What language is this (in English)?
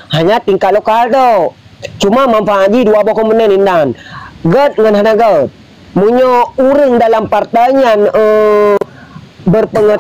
Achinese